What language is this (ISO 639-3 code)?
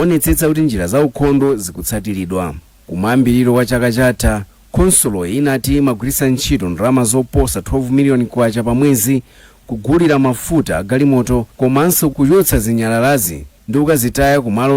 nya